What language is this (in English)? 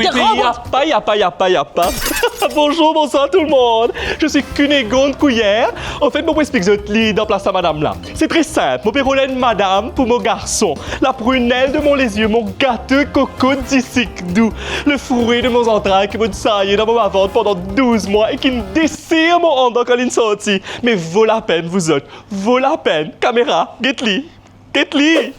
Morisyen